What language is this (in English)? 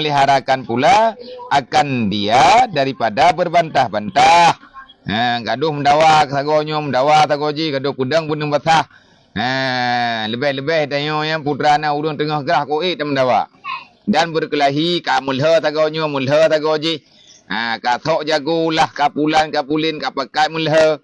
Achinese